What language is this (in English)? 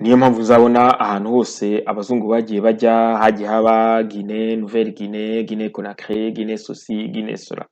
Kinyarwanda